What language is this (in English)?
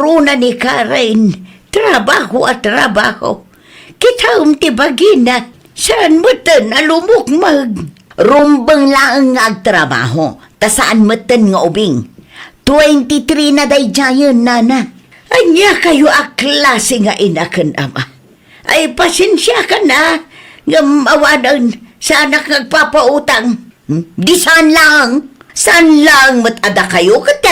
Iloko